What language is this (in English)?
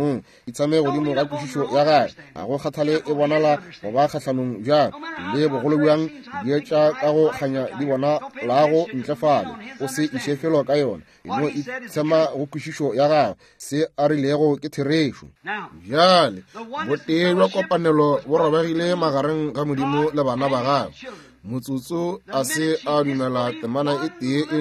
Northern Sotho